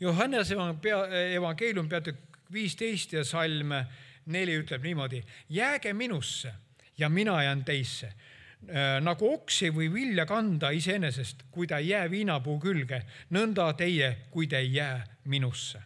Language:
Estonian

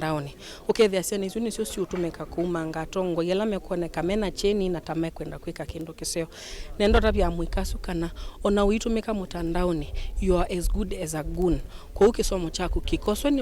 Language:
Kamba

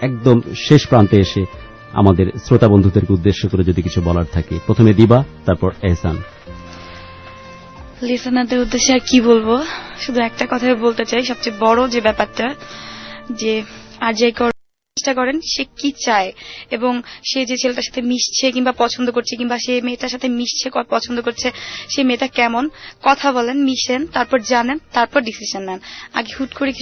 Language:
Bangla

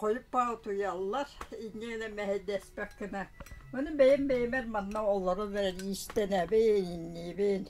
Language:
Yakut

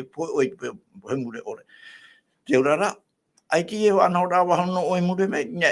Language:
Tahitian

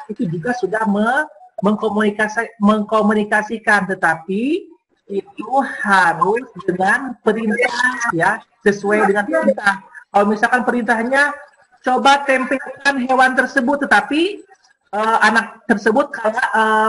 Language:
Indonesian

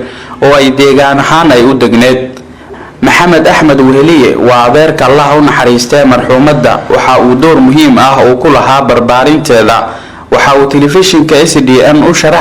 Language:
Somali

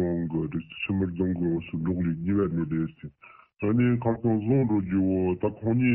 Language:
Tibetan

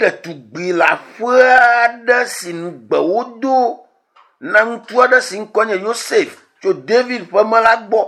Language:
Ewe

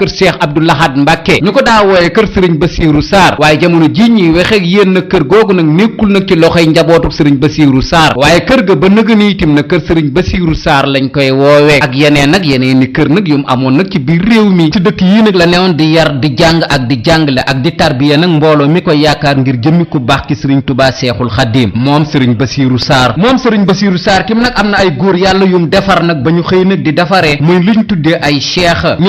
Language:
Wolof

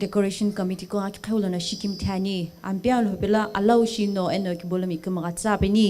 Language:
Sumi Naga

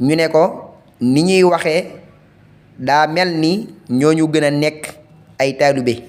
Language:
Wolof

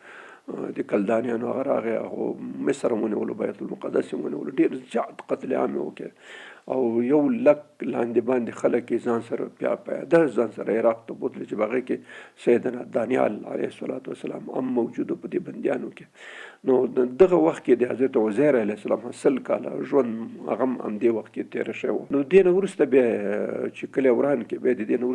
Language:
Pashto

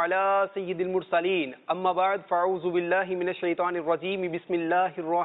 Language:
Urdu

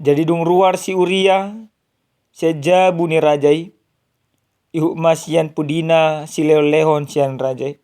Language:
Batak Toba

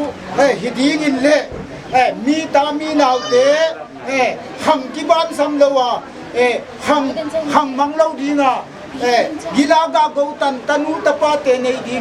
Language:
Paite Chin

